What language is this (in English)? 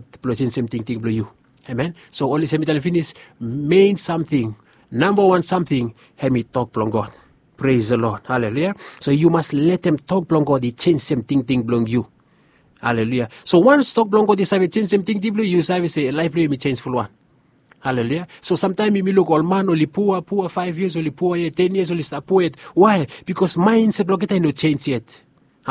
Bislama